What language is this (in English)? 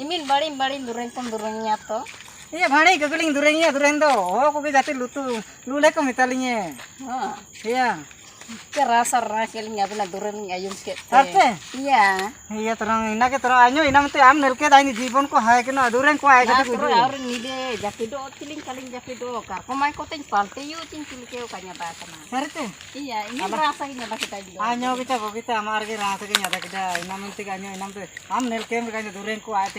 Ho